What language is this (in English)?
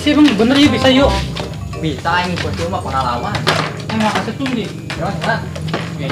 Sundanese